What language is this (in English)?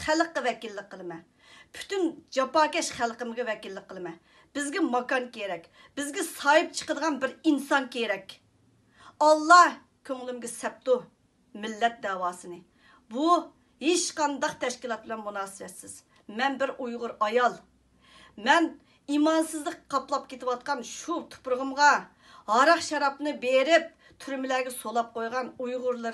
Uyghur